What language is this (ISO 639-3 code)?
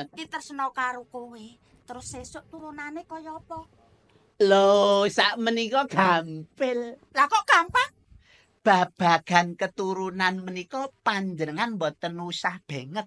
jav